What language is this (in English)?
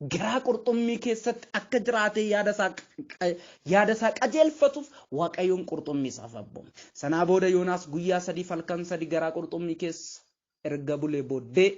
Oromo